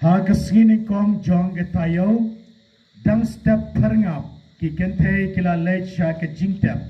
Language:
Khasi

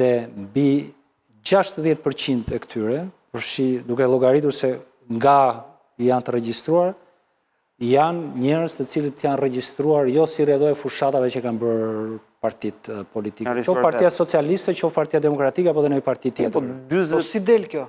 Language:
Albanian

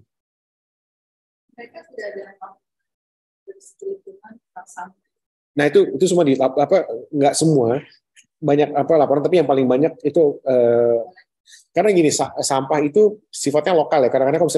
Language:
Indonesian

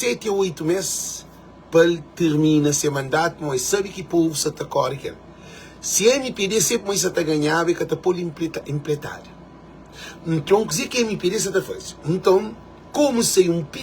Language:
Kabuverdianu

